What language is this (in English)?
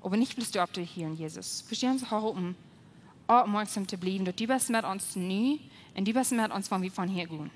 Plautdietsch